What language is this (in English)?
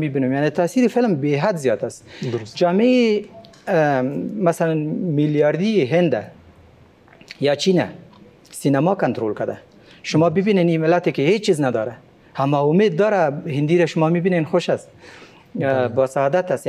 Persian